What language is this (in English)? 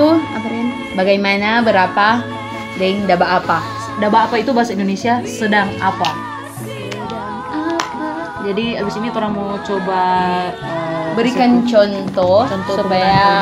Manado Malay